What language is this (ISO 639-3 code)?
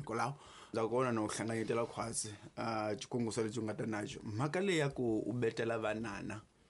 tso